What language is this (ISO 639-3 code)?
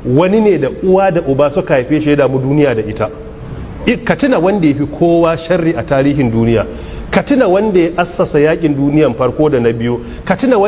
hau